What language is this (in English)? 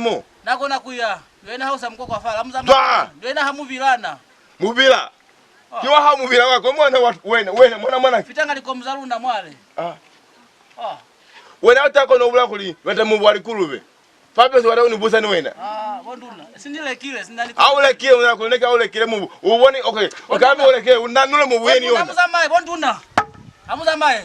Lozi